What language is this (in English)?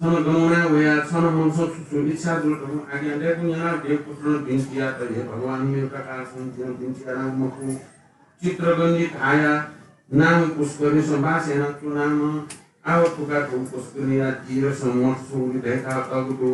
Newari